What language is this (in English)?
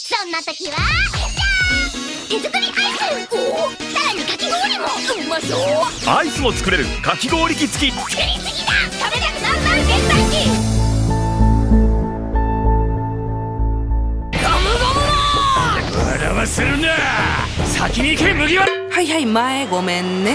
Japanese